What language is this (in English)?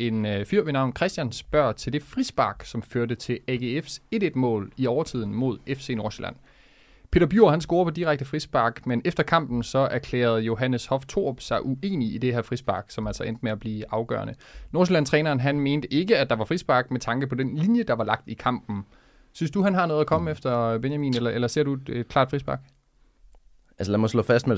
Danish